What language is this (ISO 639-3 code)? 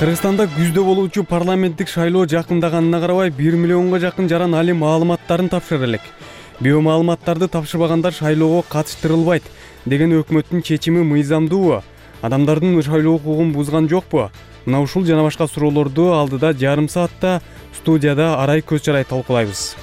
kir